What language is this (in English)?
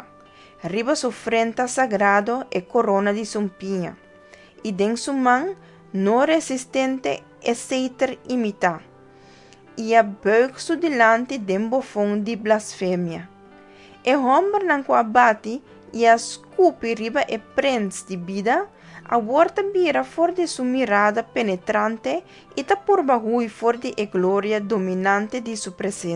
Papiamento